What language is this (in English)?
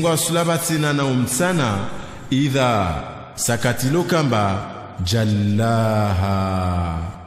Swahili